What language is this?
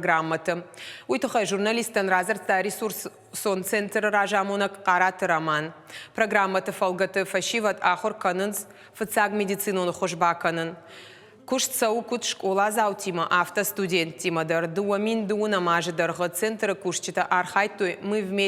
Ossetic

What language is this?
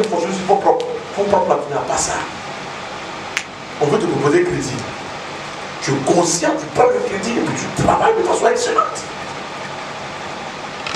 French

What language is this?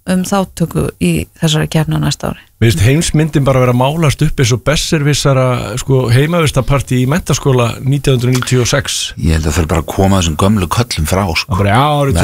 Icelandic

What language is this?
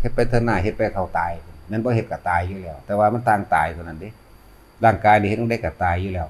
Northeastern Thai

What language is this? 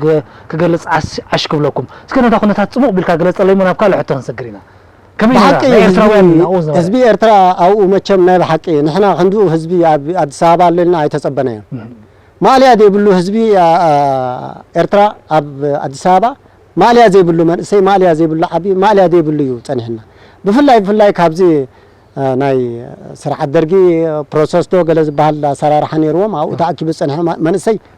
Tigrinya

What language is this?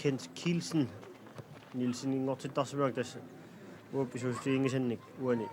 Kalaallisut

